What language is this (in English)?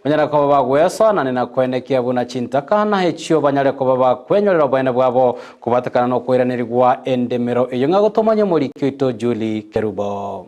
Gusii